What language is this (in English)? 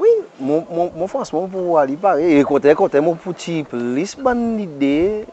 Seselwa Creole French